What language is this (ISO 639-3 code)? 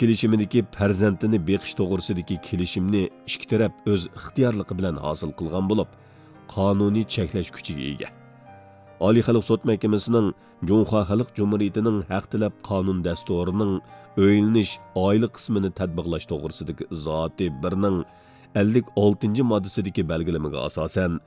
uig